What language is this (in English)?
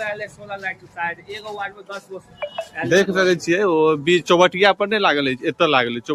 Maithili